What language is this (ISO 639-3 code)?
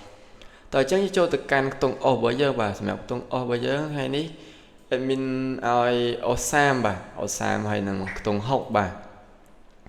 khm